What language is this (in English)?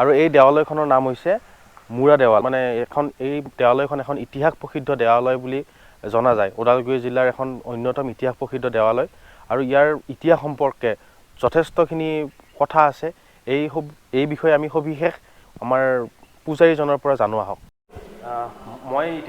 Assamese